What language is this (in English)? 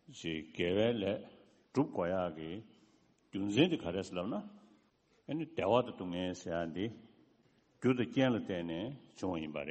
Tibetan